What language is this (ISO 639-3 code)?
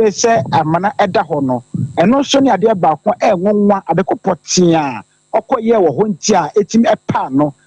aka